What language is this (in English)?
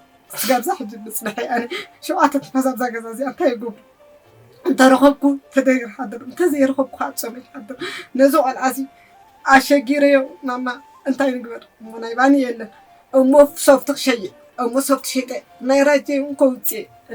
Tigrinya